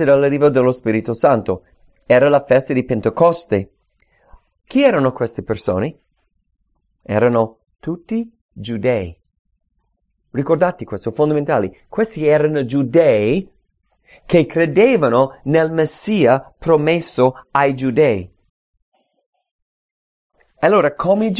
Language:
Italian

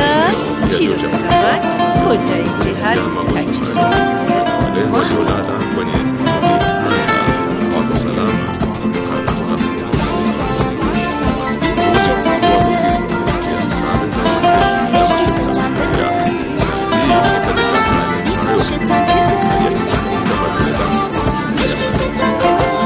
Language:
Swahili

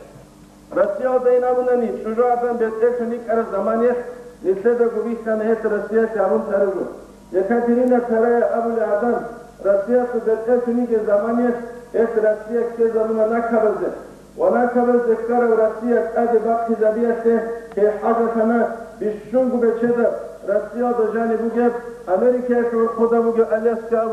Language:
Avaric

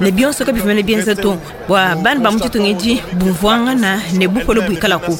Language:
Luba-Lulua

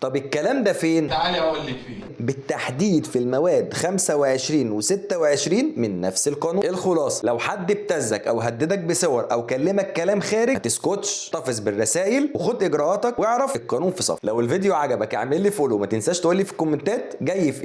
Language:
Egyptian Arabic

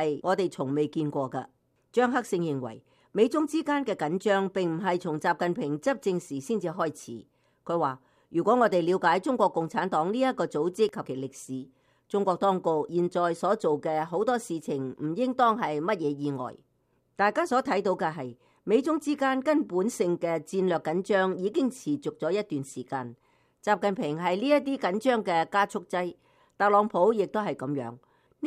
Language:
Cantonese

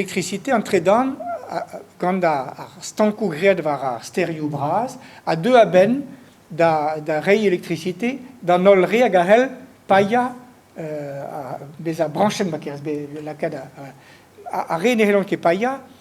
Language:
Breton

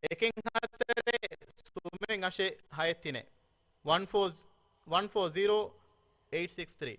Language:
Divehi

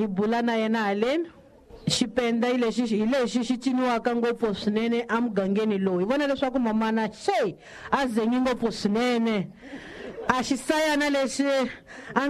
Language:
Tsonga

